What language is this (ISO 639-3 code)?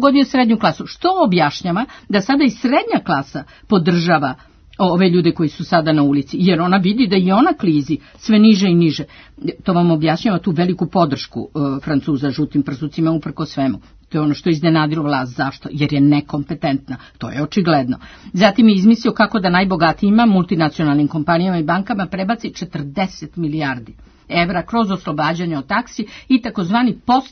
srp